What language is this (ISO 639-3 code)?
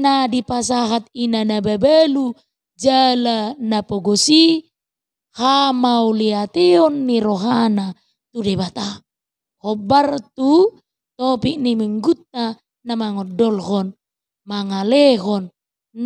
bbc